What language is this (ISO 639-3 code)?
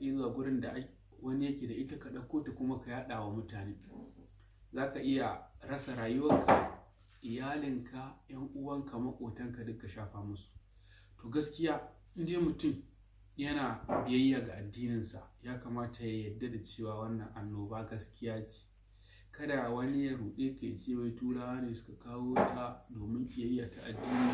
hau